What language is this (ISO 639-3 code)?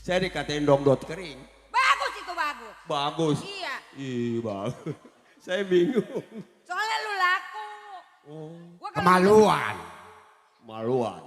bew